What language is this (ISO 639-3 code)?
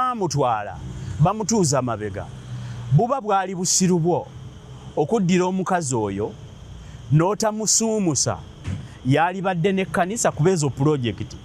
lug